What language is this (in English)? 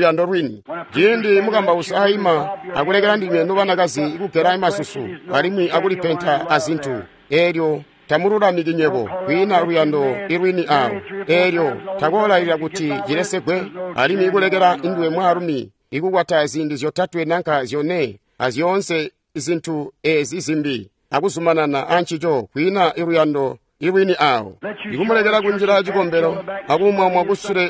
Tonga (Zambia)